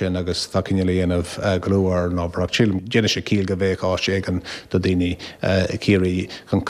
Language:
Irish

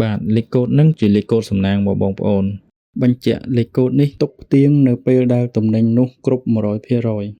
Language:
Khmer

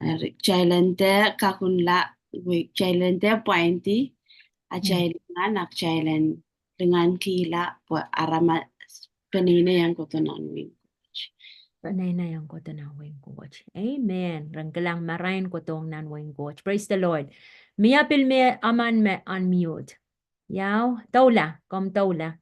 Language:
Pohnpeian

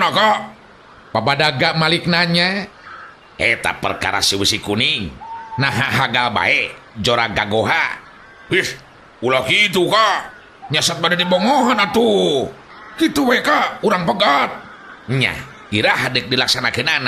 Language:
Sundanese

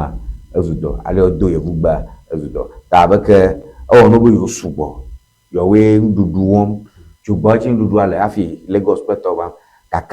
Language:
Ewe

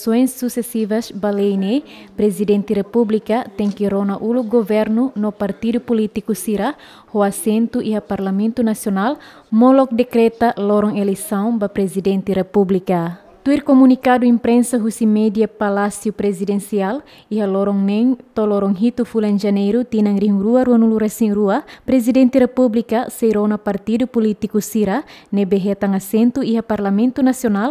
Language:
Tetum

